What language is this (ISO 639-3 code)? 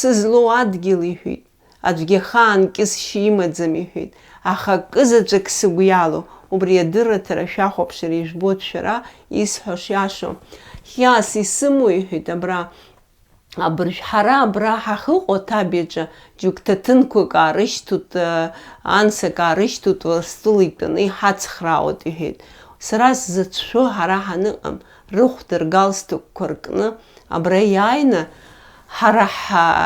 abk